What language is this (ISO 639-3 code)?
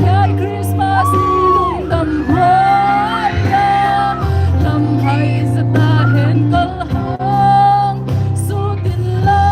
pck